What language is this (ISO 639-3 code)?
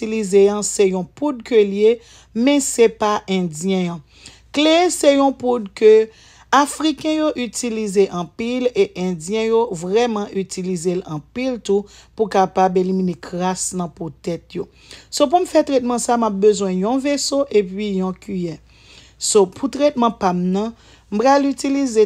hat